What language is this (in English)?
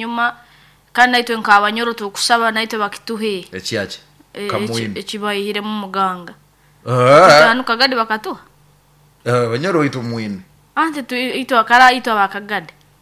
Nyoro